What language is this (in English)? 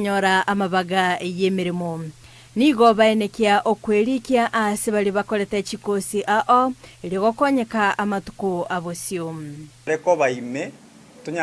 Gusii